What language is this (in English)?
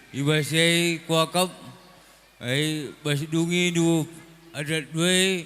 Batak Karo